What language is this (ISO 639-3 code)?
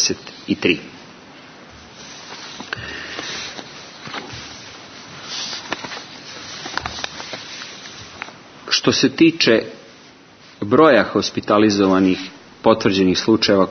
srp